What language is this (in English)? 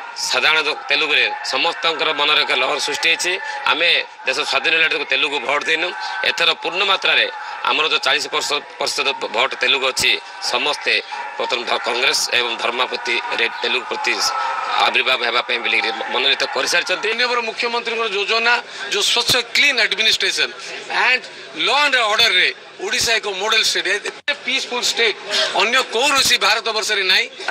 Odia